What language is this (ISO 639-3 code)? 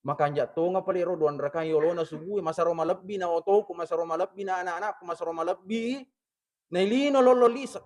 bug